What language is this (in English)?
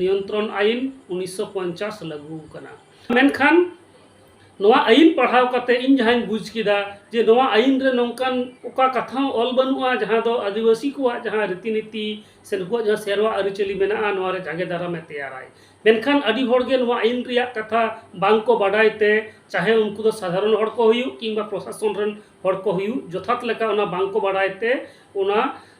Santali